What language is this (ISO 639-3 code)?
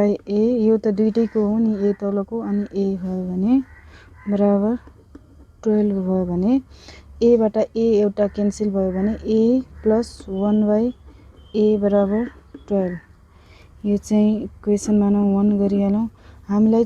nep